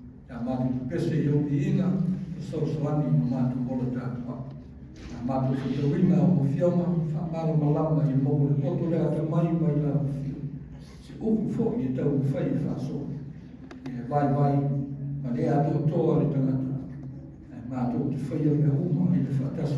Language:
Samoan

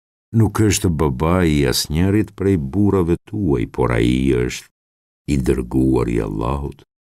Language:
Albanian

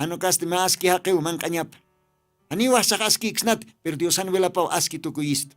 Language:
Aymara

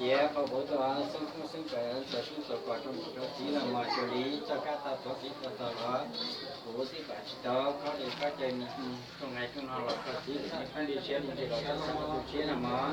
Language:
Hmong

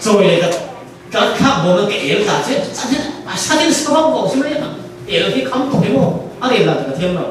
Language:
Falam Chin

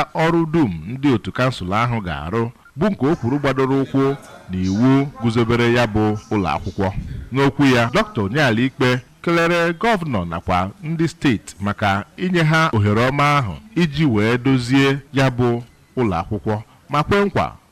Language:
Igbo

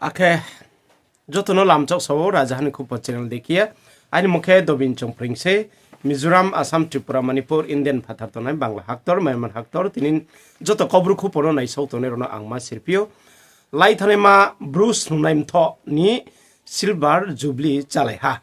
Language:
Riang (India)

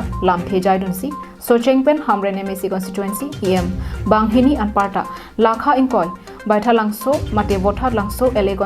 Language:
Karbi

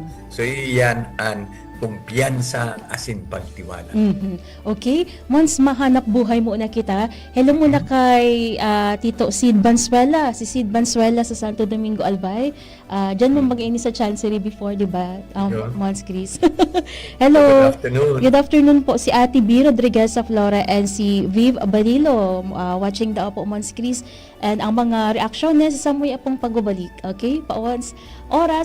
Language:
Bikol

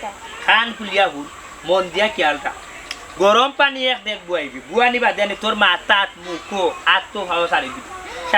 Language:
Sylheti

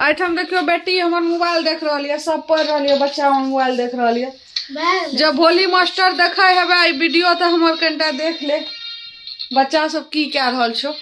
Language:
Maithili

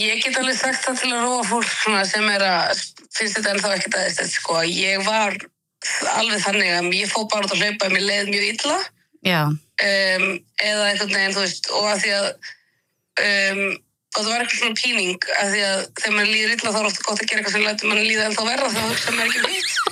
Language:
Icelandic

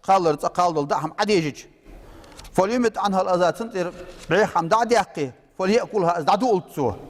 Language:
Ingush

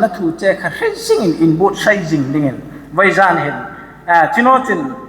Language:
Hmar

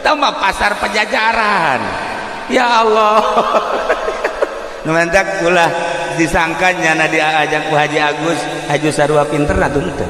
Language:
Sundanese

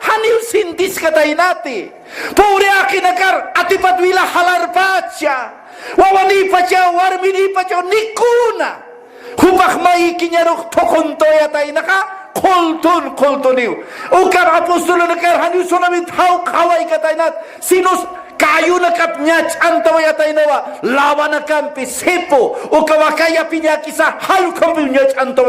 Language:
Aymara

